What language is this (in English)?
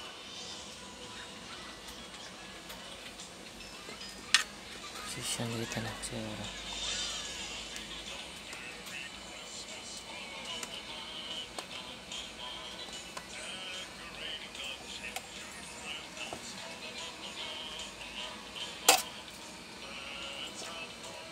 Filipino